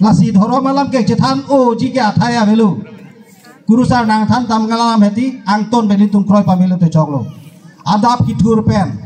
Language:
Karbi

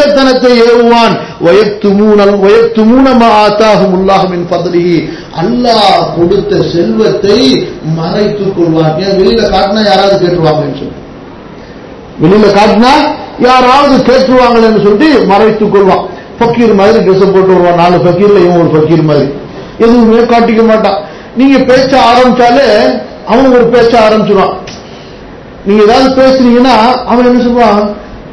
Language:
Tamil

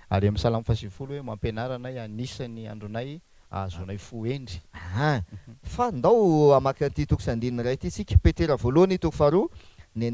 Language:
Malagasy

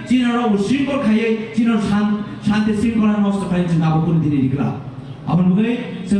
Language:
Kok Borok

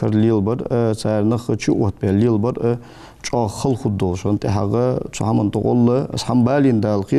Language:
Ingush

